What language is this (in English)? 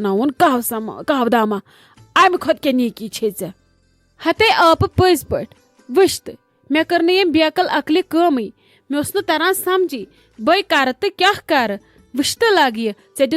Kashmiri